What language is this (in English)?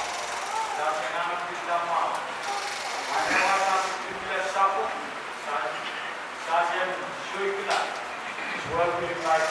Pohnpeian